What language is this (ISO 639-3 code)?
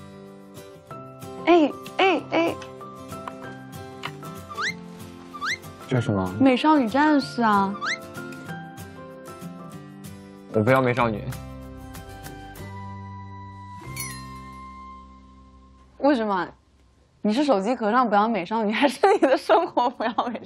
zho